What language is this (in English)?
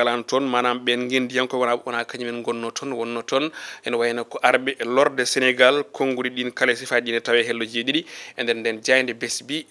Fula